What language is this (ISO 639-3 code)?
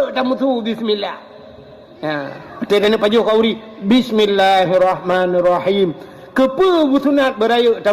ace